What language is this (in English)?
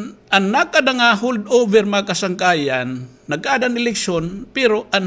Waray